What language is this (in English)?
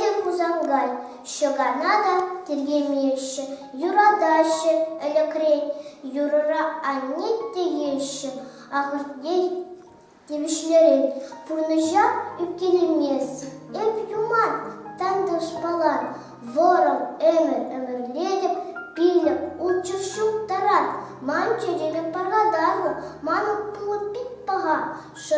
Chuvash